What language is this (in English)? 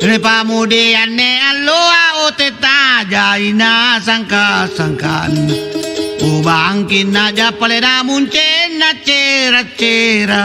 Makasar